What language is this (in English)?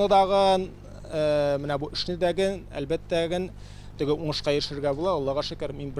Tatar